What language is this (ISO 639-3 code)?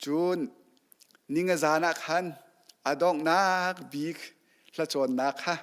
cnh